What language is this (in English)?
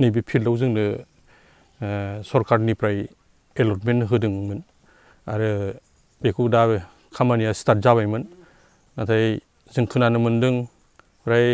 Bodo